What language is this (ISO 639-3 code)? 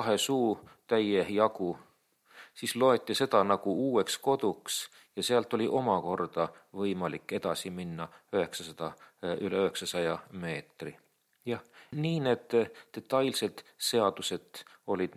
est